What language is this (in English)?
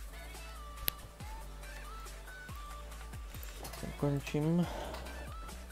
Czech